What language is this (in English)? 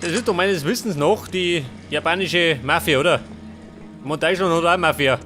Bavarian